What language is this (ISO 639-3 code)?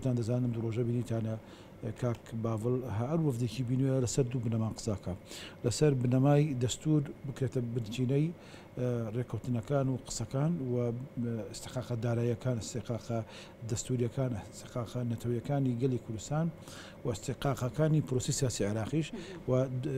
ckb